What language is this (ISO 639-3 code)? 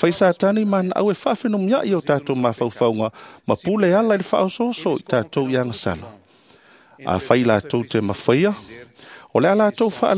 smo